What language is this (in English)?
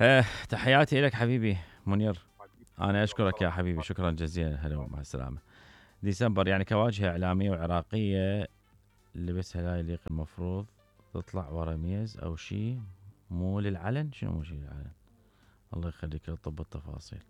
Mesopotamian Arabic